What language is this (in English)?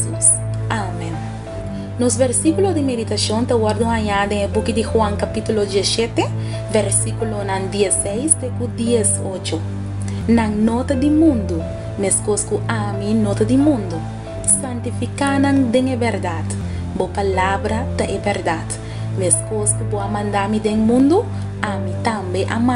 Papiamento